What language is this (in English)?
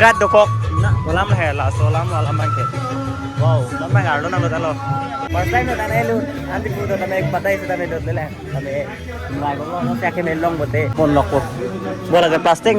Karbi